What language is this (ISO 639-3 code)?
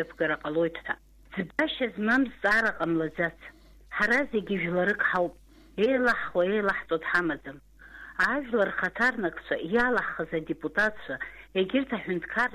abk